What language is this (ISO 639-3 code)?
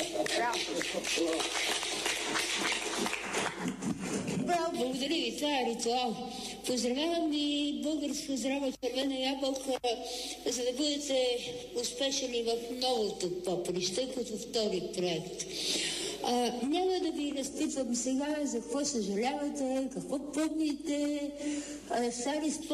bul